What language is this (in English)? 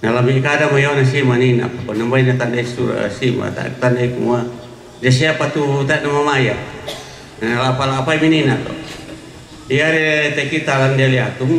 Toraja-Sa'dan